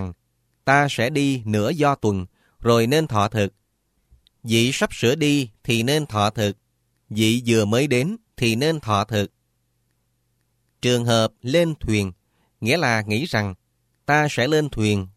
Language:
Vietnamese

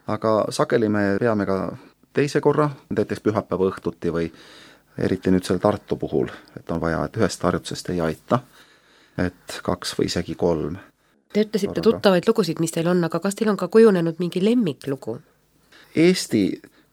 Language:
Estonian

